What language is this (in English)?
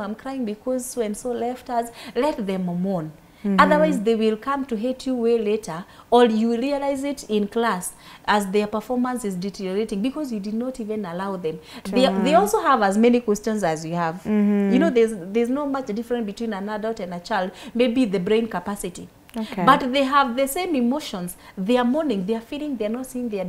English